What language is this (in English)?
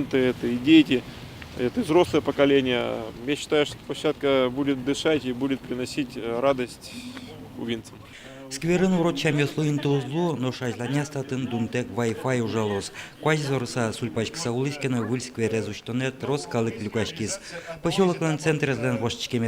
Udmurt